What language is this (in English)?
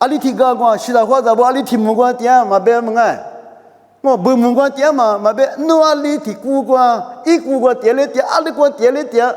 Lisu